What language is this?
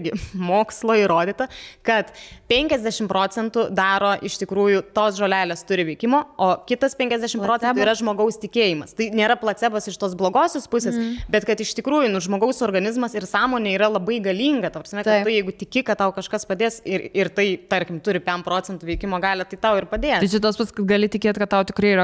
Lithuanian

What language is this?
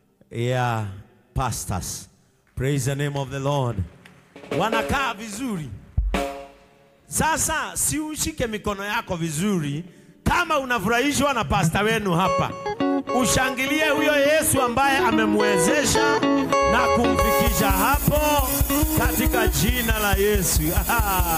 Swahili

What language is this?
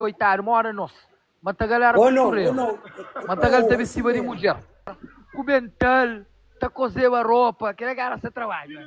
Kabuverdianu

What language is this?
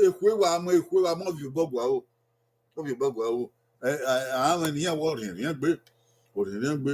Bini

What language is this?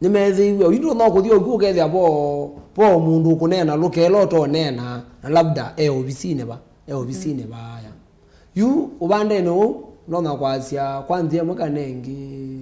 Kamba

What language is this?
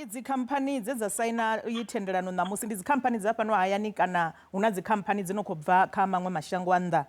Venda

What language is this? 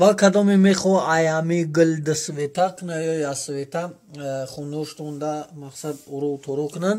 Tajik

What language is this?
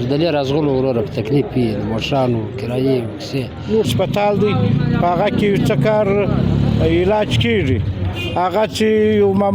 Pashto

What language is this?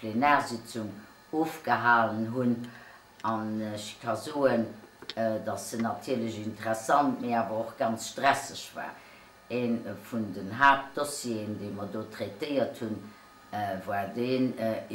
Luxembourgish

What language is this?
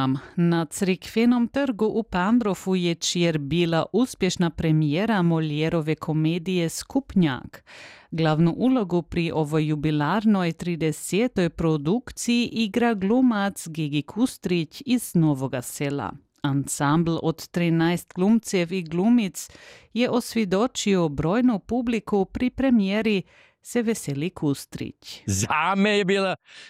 Croatian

